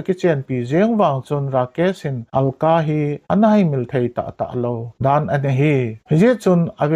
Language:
Thado Chin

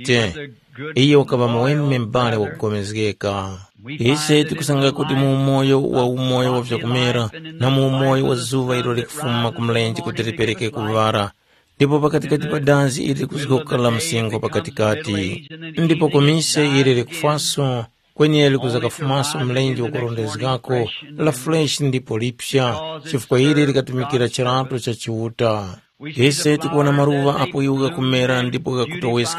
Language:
Tumbuka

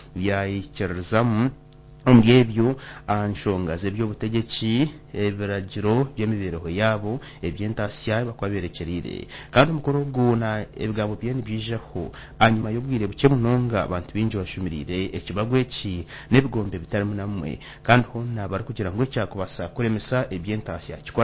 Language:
Nyankole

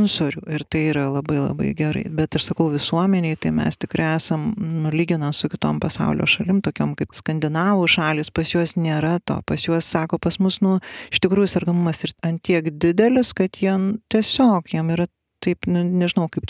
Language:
Lithuanian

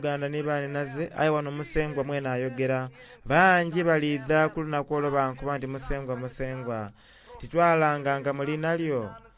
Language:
Soga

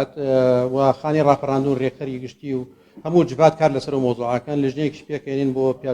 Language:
Central Kurdish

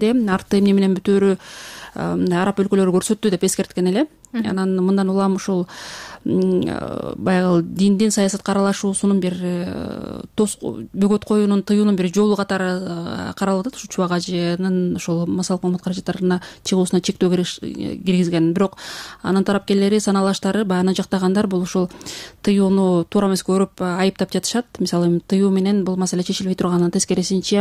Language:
Kyrgyz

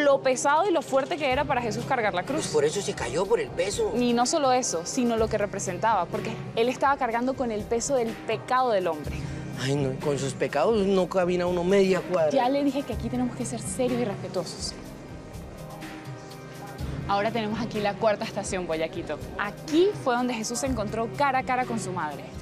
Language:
Spanish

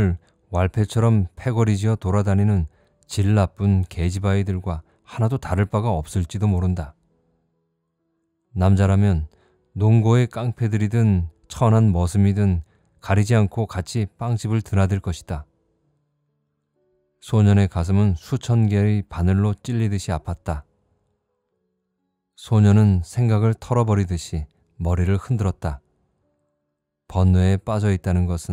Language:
Korean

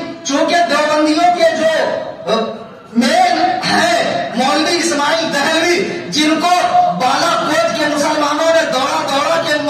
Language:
Urdu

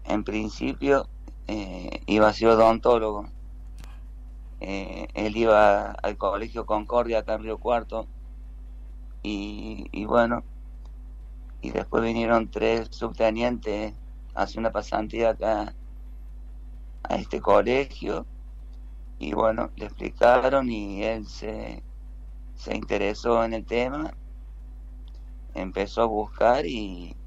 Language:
Spanish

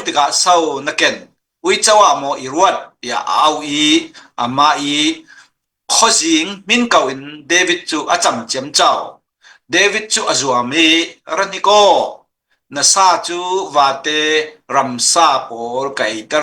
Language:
Falam Chin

